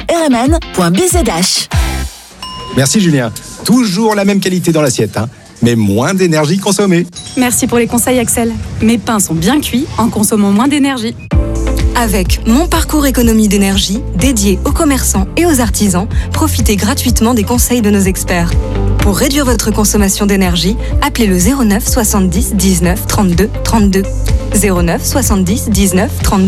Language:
French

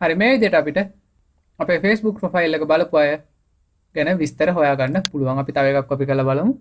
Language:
Sinhala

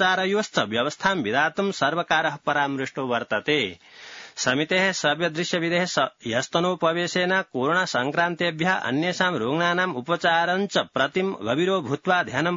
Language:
Sanskrit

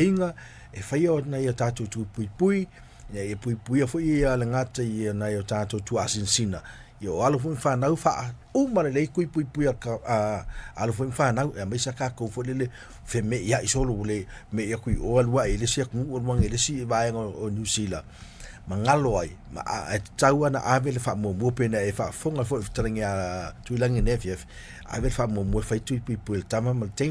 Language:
Samoan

